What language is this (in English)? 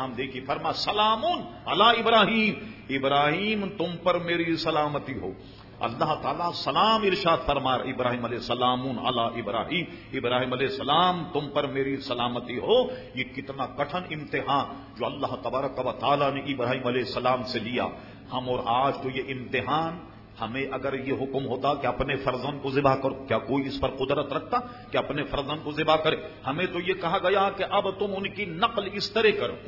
Urdu